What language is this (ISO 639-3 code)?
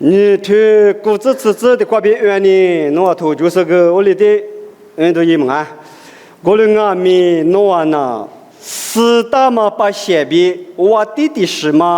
lis